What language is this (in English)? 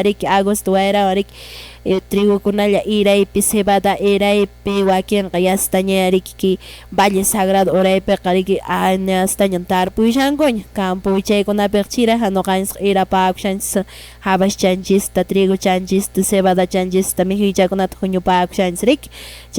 Quechua